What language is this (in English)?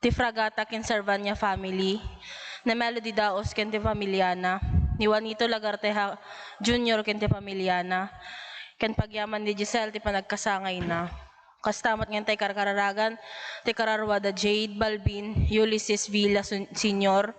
Iloko